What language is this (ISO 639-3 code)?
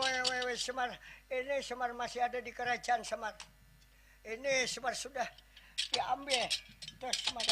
bjn